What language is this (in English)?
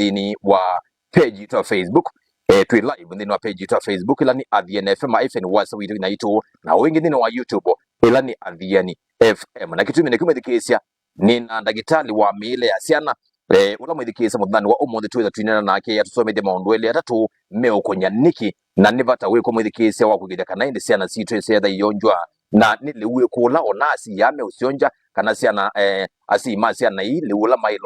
Kamba